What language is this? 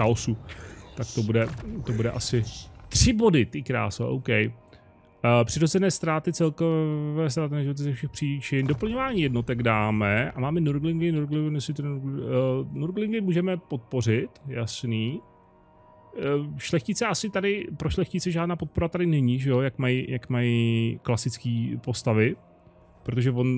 Czech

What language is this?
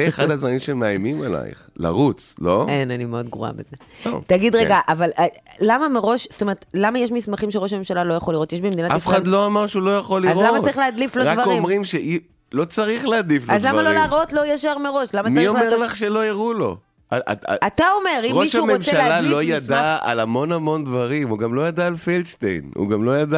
Hebrew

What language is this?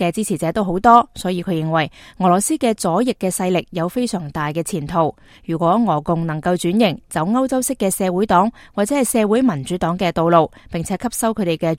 Cantonese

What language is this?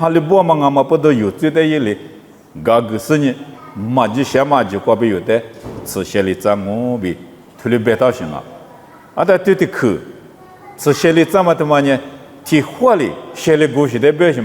Lisu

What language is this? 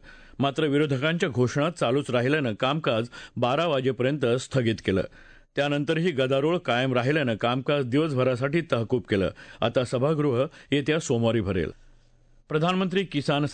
Marathi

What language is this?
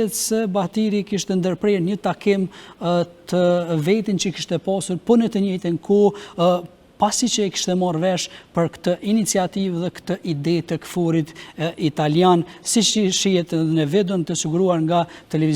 Albanian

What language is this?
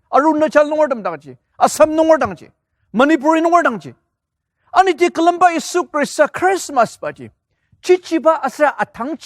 Ao Naga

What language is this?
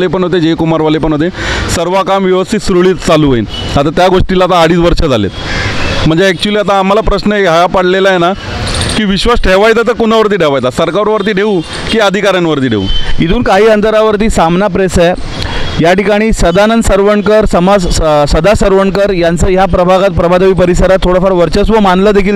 Marathi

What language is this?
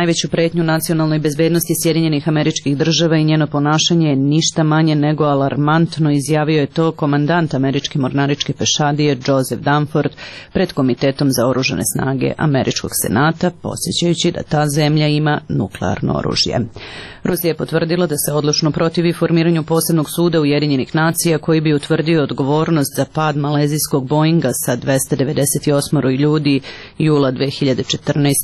Serbian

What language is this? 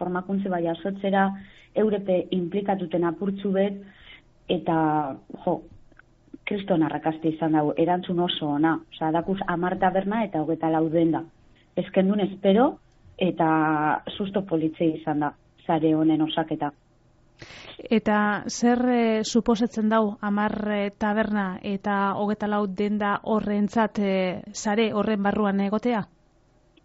Basque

